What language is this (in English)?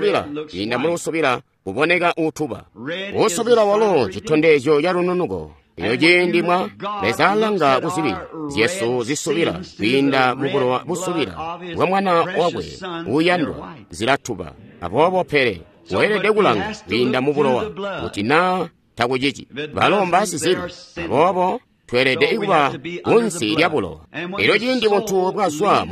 Tonga (Zambia)